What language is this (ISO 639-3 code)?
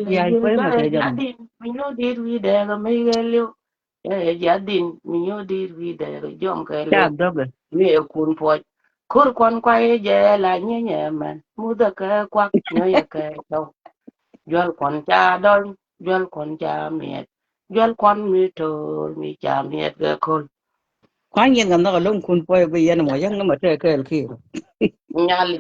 nus